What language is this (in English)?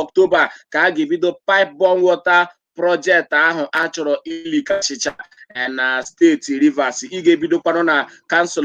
Igbo